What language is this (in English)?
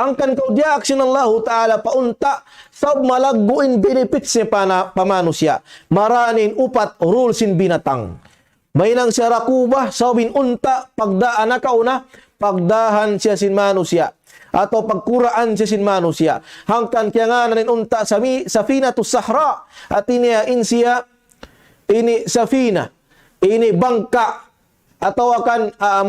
Tausug